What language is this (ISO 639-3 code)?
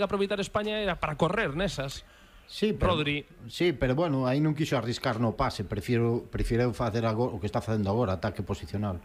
glg